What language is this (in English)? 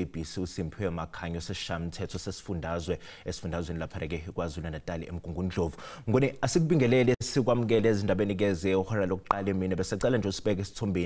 Zulu